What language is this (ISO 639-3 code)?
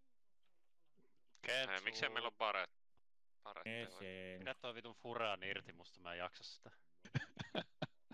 fin